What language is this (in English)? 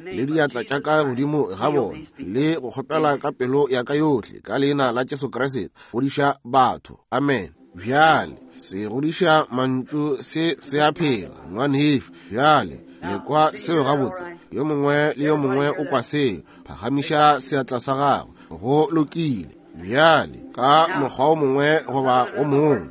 Northern Sotho